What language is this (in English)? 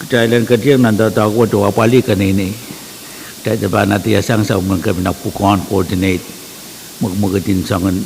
Pohnpeian